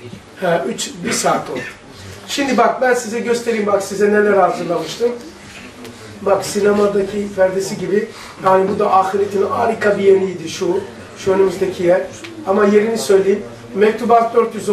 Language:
Turkish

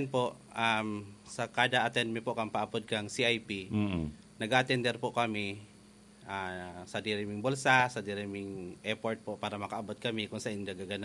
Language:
Bikol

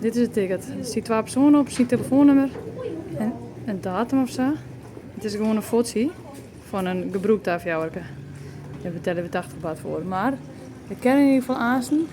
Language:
Western Frisian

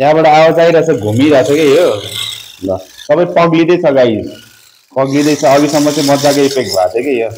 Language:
Nepali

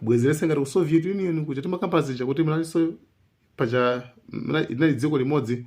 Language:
Nyanja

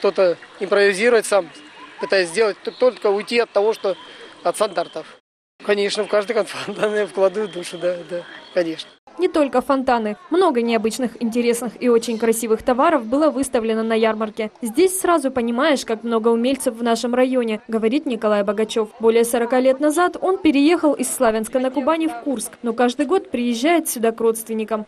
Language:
Russian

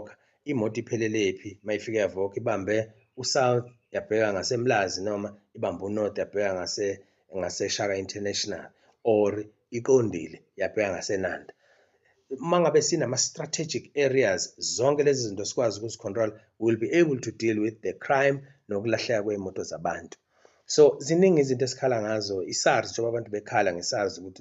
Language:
Zulu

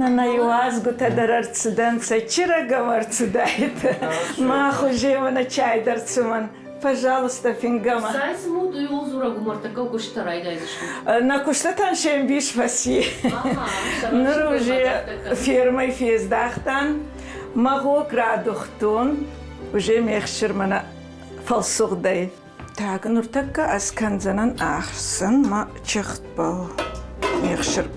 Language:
Ossetic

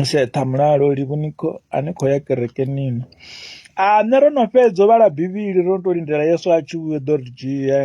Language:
Venda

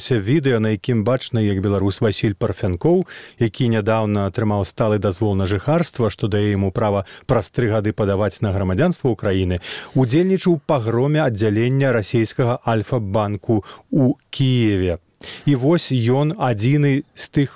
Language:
Belarusian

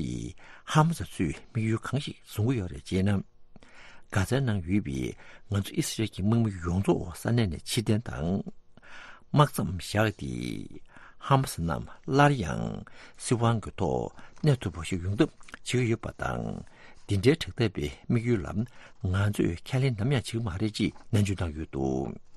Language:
Tibetan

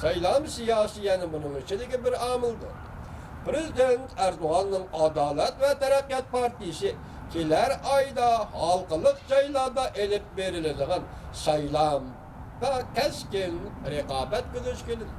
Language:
Uyghur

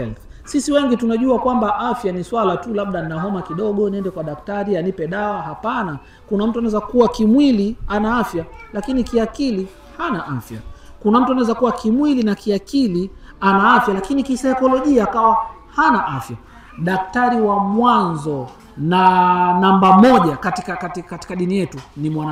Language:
Swahili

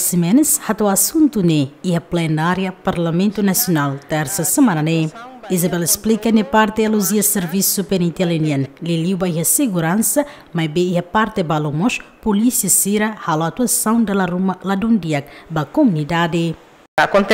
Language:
Tetum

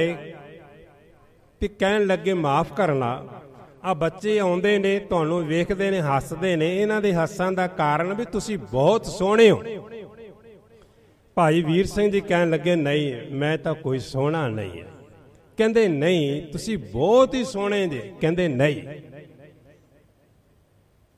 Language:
Punjabi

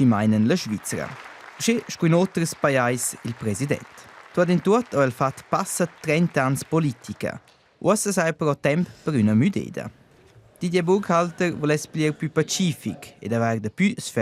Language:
Romansh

